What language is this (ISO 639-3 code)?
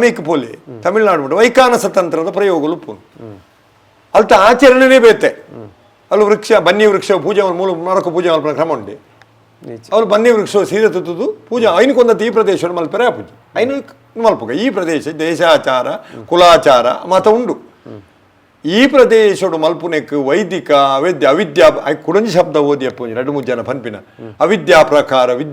tcy